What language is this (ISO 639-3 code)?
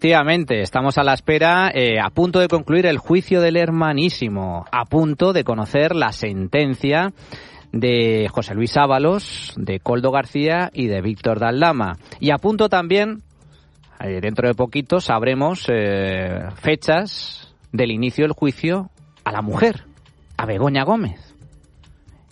spa